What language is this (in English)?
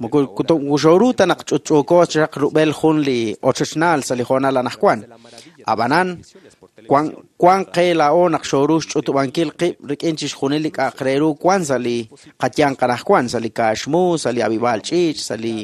Kekchí